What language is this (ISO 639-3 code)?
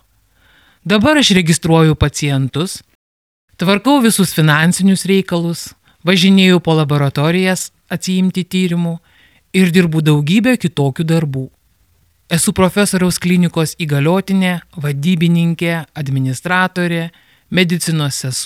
lit